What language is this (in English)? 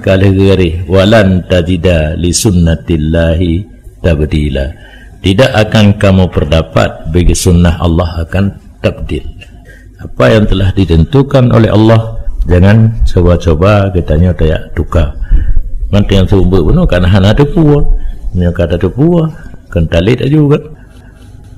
Malay